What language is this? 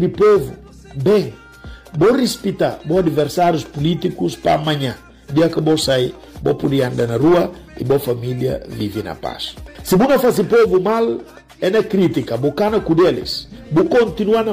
Portuguese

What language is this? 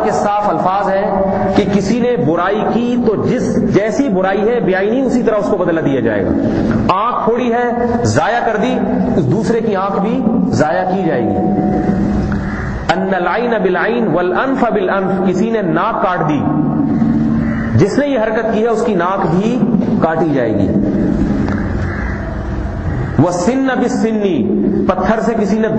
Urdu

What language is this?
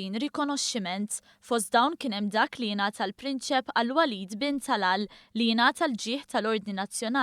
Maltese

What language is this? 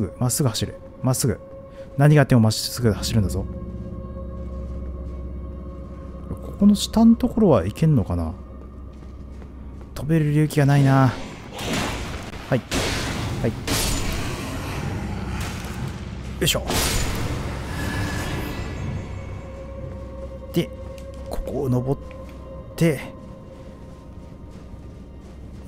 Japanese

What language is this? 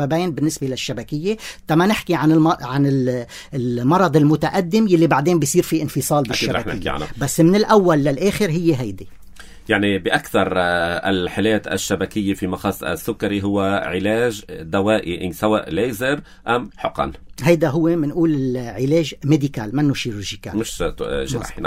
North Levantine Arabic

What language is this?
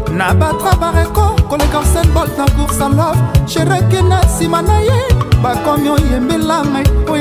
Lingala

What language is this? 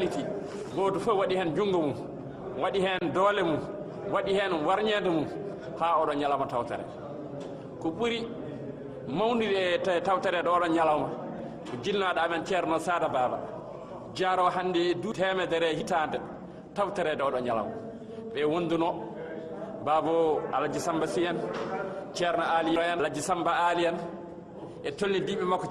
Fula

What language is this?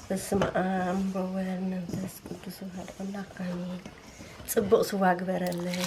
Tigrinya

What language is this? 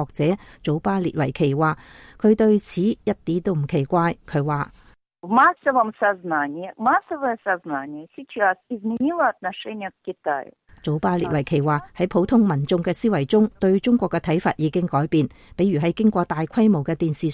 Cantonese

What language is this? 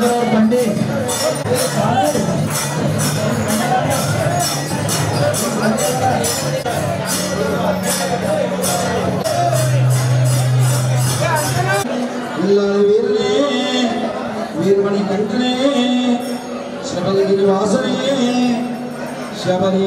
Kannada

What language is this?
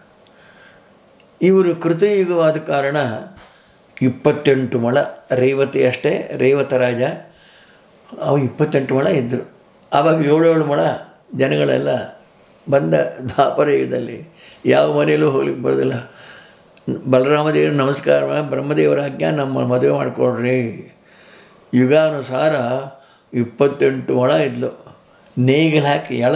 Kannada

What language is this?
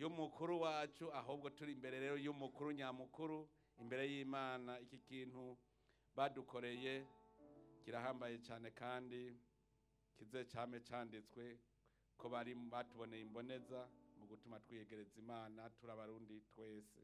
Rundi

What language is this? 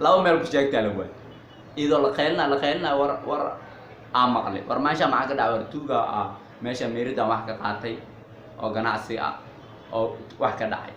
Somali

